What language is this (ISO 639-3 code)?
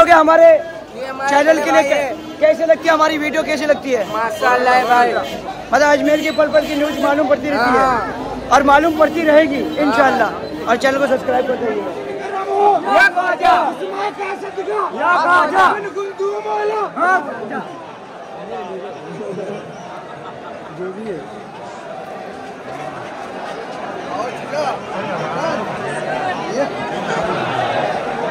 hin